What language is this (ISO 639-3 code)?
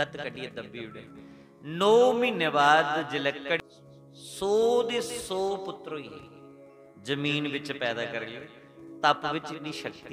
doi